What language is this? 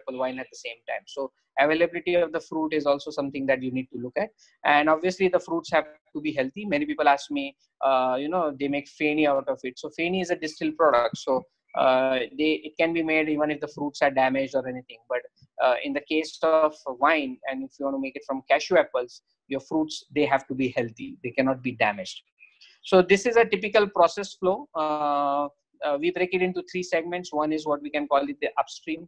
English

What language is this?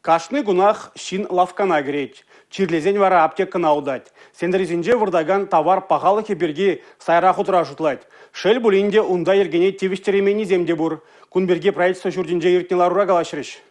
Chuvash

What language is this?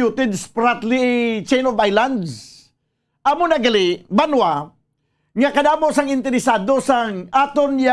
Hiligaynon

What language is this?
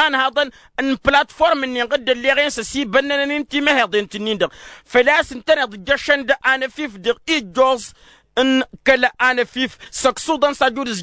Tamasheq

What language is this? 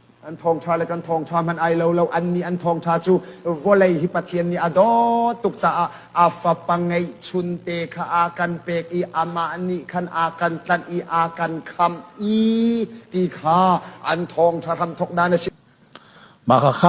Hakha Chin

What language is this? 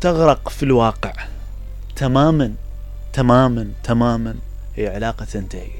Mesopotamian Arabic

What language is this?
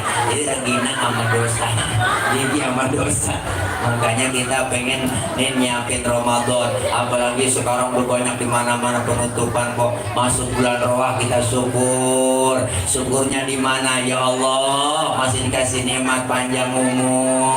Betawi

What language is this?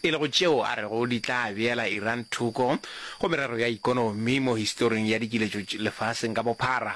Northern Sotho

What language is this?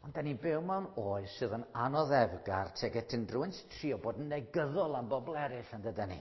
Welsh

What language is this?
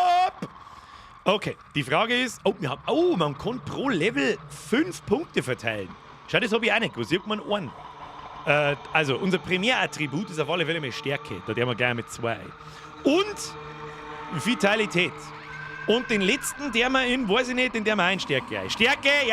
Bavarian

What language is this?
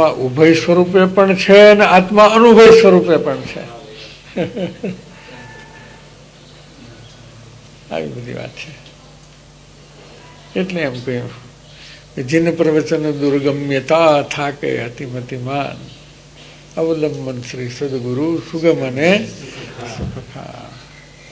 Gujarati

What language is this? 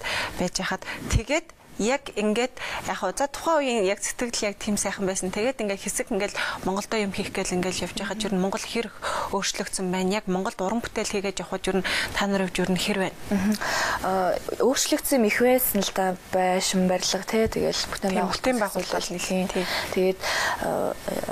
Mongolian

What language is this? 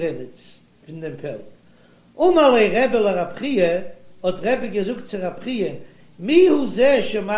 Yiddish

